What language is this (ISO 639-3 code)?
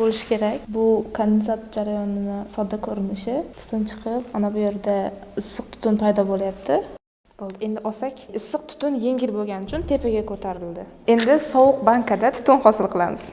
uzb